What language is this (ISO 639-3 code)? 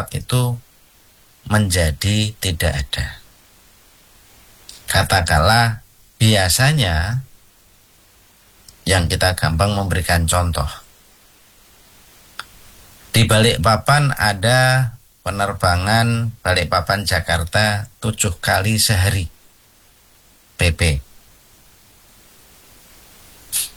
ind